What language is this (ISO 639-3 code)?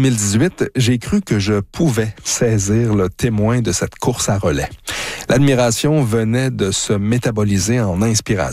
fra